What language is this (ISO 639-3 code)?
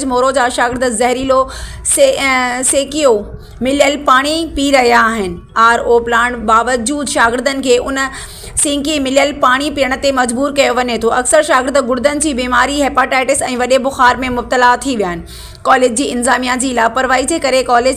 snd